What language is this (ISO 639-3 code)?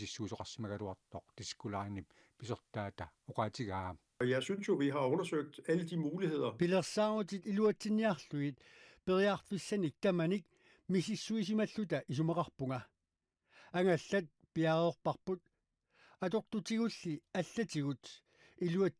kal